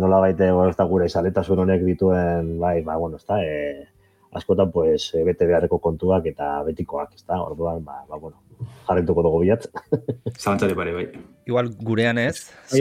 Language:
Basque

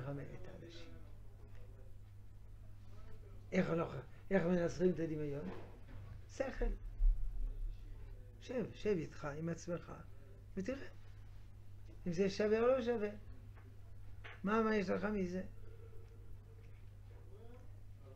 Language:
Hebrew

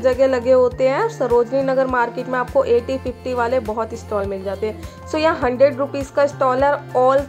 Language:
Hindi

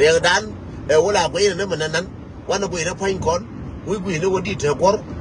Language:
Nuer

